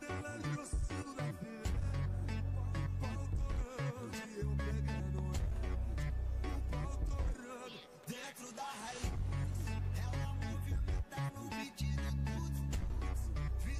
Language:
Portuguese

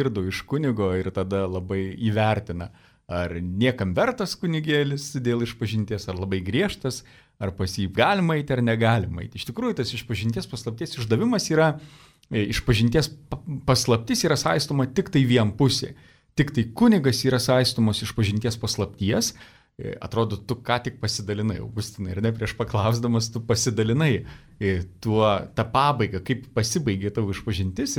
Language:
Lithuanian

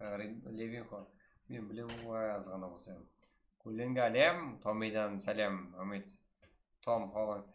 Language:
Kara-Kalpak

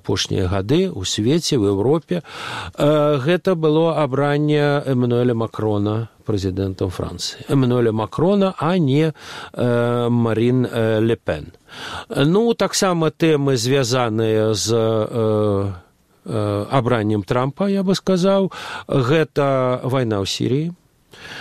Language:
Belarusian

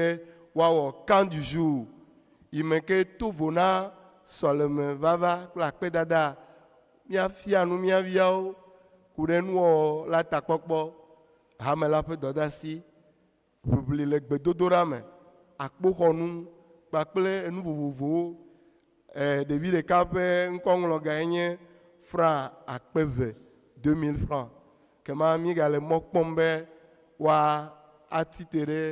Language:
Ewe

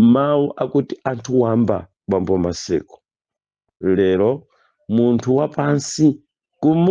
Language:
Nyanja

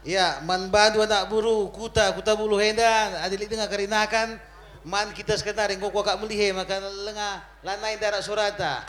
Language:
Batak Karo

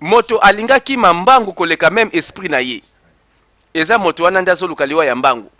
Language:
Lingala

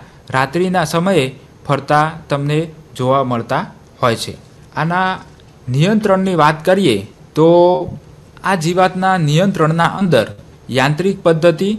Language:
Gujarati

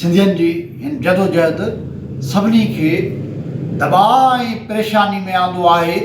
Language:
Sindhi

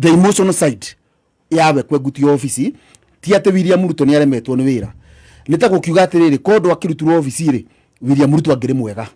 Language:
Kikuyu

